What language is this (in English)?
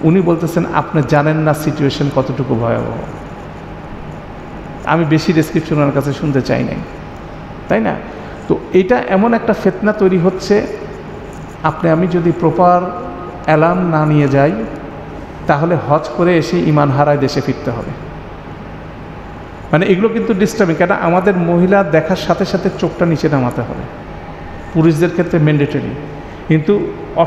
Bangla